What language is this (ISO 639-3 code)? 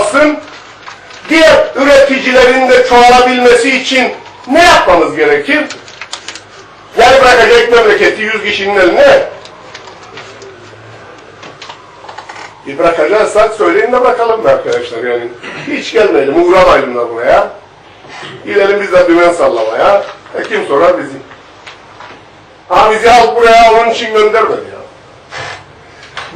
tur